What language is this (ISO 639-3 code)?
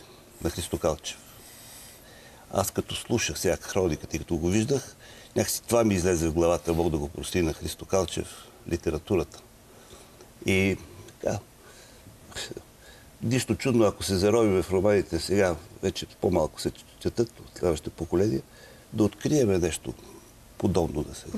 bul